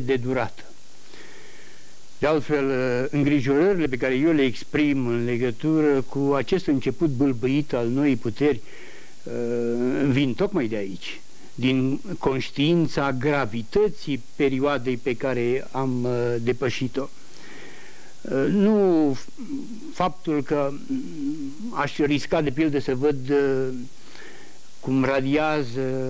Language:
Romanian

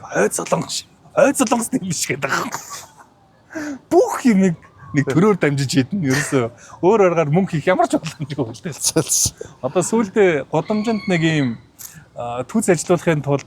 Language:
Mongolian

